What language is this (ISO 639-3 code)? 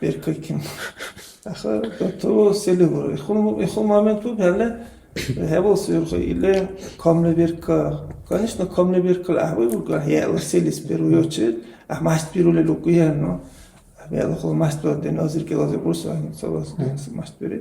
dar